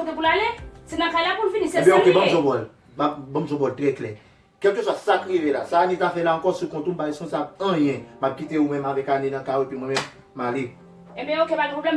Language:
Haitian Creole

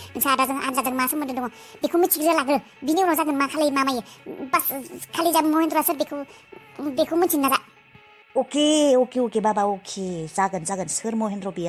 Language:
Bodo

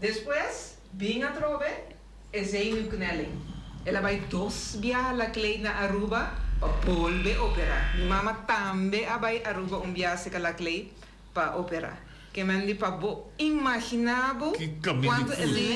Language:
Papiamento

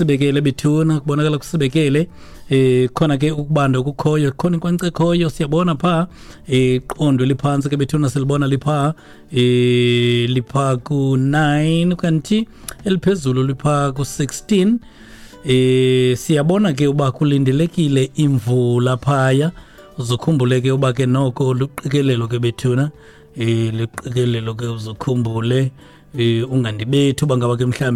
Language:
Xhosa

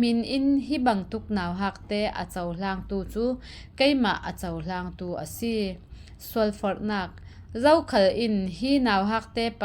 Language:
Falam Chin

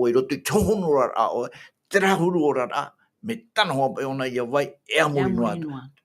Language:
Tahitian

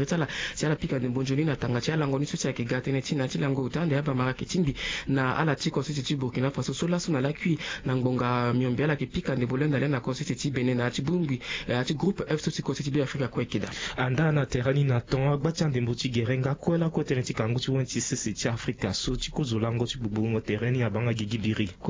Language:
Sango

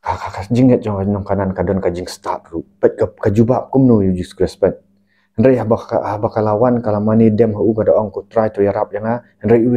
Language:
Khasi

